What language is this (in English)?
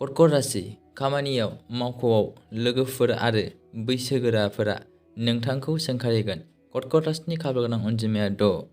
Bodo